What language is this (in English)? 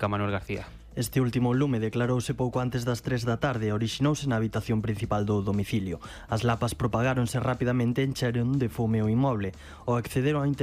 Galician